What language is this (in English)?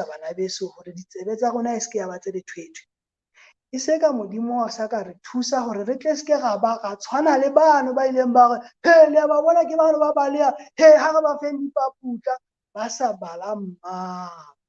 Southern Sotho